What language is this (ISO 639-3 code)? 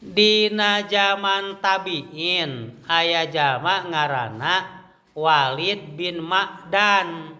sun